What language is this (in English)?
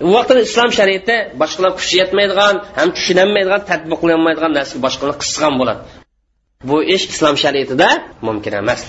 Uyghur